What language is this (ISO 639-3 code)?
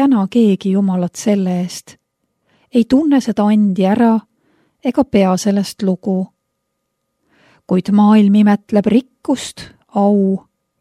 est